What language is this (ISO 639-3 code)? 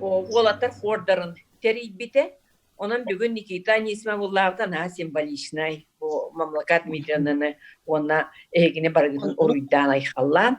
sah